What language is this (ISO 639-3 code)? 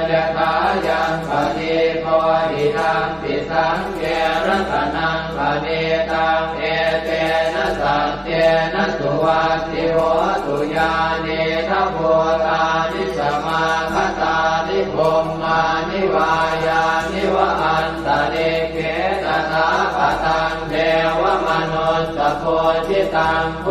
pli